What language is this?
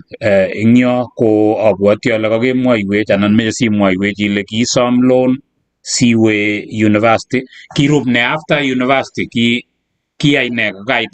Kalenjin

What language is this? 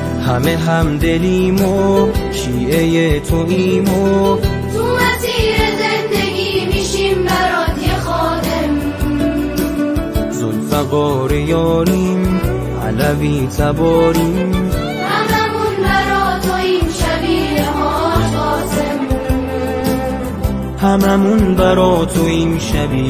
Persian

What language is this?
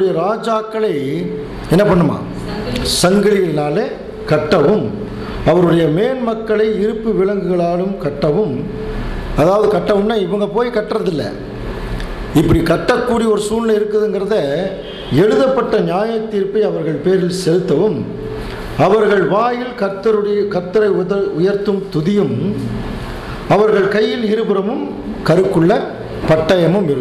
Tamil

